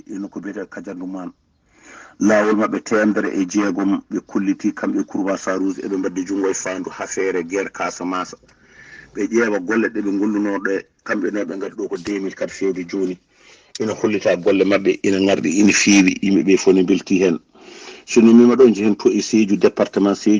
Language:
Fula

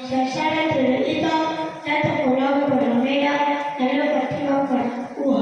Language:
Nias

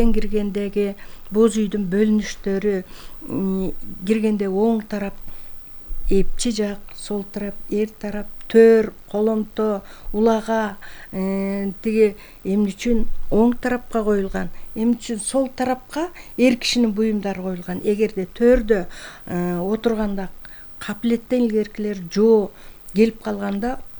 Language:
Kyrgyz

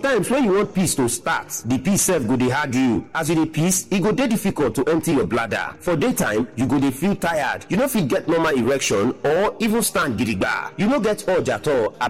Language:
Nigerian Pidgin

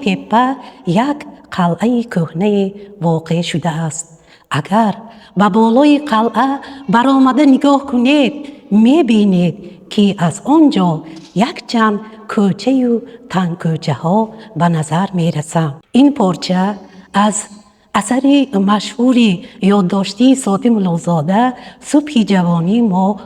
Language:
Tajik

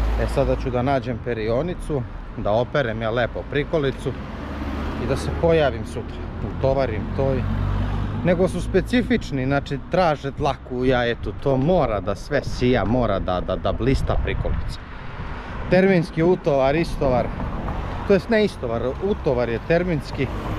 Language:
Serbian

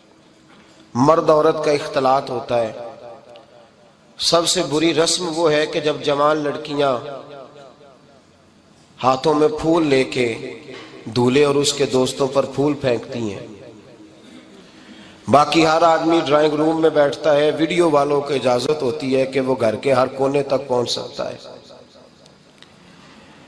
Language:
Urdu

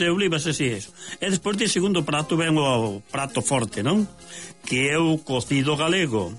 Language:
Galician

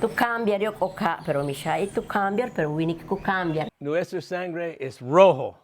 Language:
Yucateco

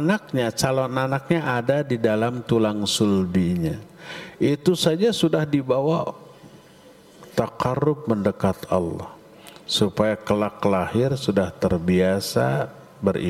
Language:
Indonesian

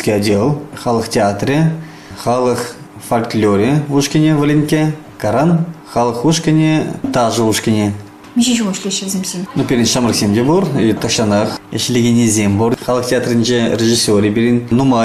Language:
Chuvash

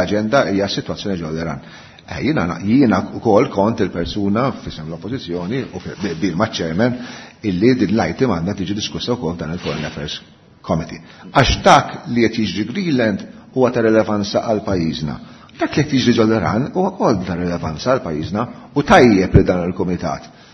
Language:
Maltese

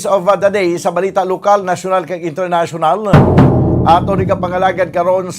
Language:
Hiligaynon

